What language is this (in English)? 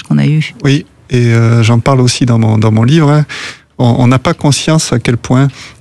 French